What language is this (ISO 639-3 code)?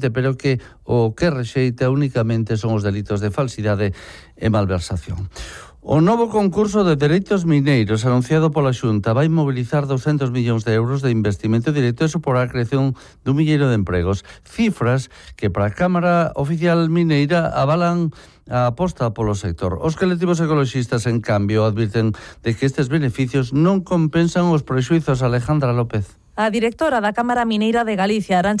glg